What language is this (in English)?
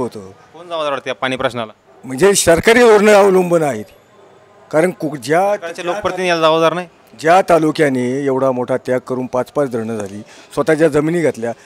Marathi